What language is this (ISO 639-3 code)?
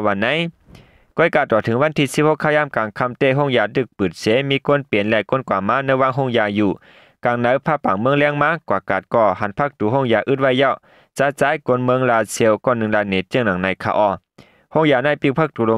shn